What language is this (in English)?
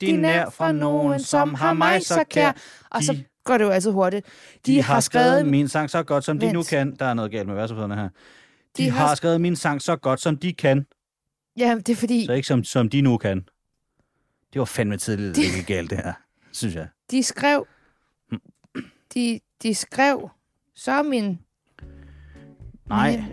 Danish